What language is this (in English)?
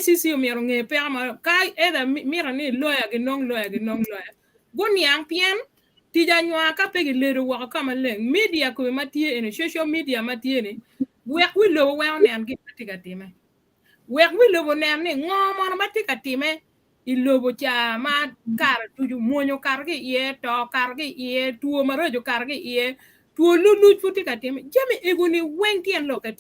Acoli